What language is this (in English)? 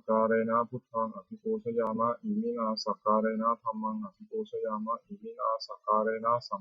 Pali